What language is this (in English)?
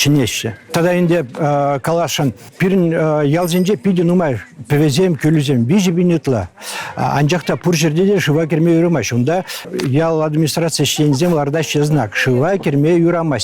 Chuvash